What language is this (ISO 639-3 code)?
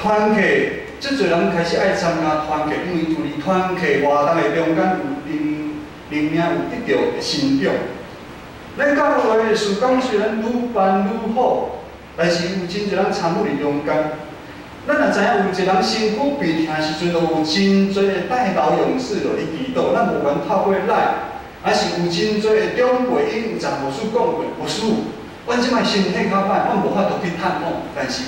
nan